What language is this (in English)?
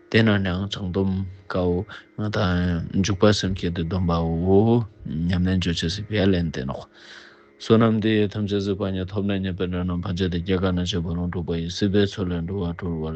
Ladakhi